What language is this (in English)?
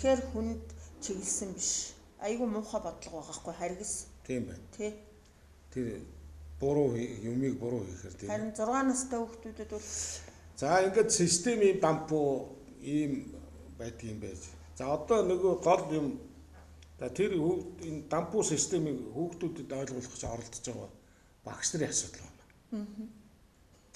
Mongolian